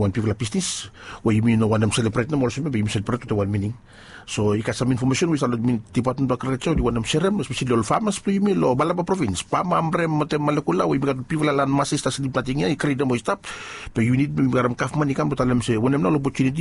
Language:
Bislama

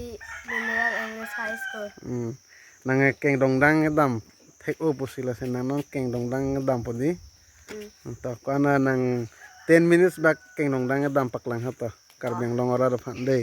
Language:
Karbi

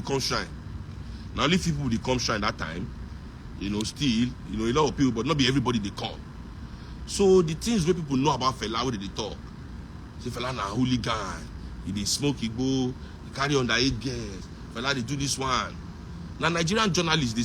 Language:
Nigerian Pidgin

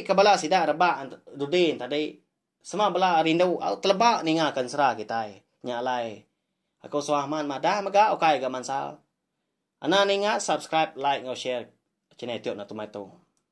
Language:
Iban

